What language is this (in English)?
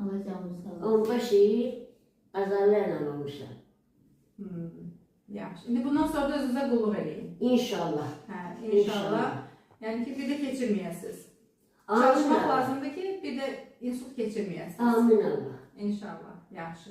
Azerbaijani